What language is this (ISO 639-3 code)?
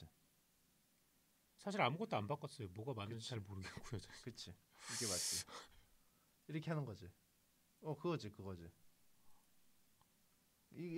kor